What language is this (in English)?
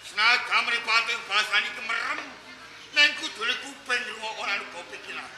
Javanese